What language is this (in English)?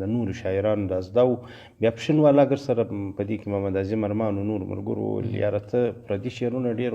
Pashto